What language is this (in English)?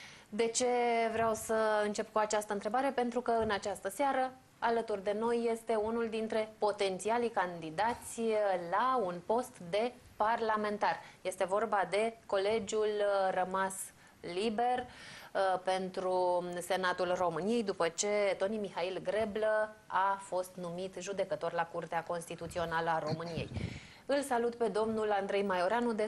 Romanian